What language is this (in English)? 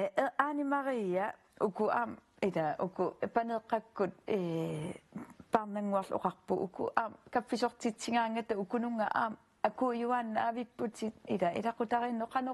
Kalaallisut